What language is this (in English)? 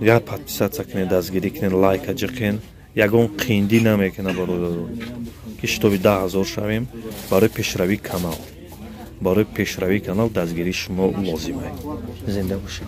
Tajik